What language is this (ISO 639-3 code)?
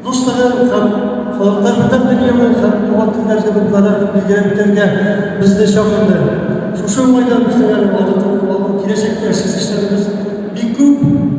tat